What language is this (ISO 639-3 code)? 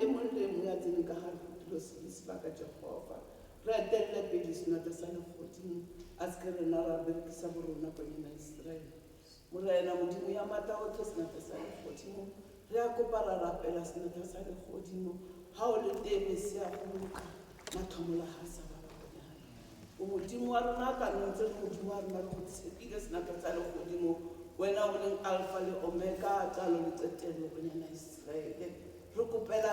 tsn